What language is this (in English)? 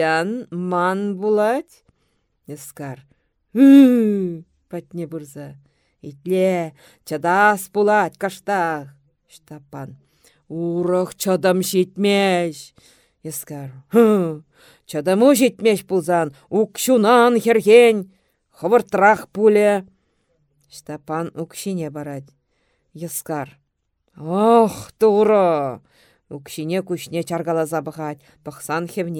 Chuvash